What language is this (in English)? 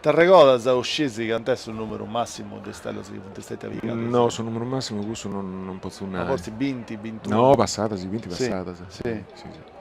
Sardinian